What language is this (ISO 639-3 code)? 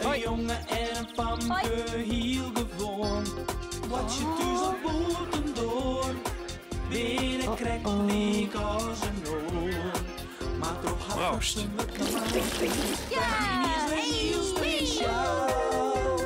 fry